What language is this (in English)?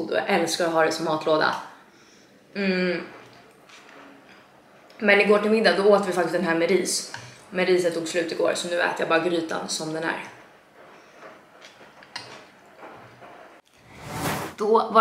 Swedish